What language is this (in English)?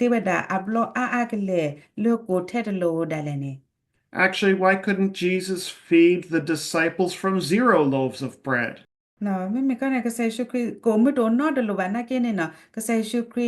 S'gaw Karen